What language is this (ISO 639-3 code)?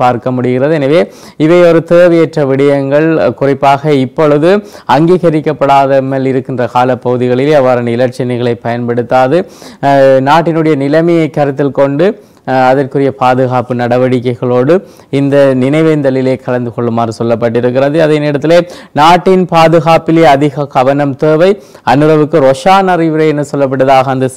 tam